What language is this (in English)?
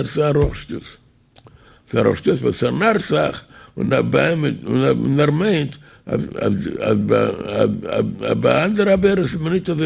Yiddish